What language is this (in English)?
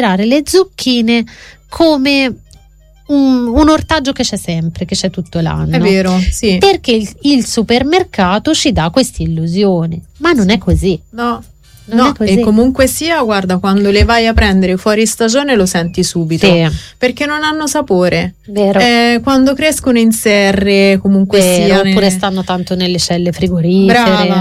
Italian